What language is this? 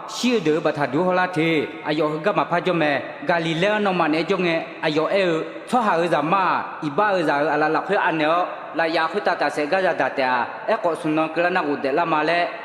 Akha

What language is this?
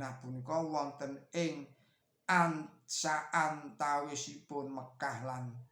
Javanese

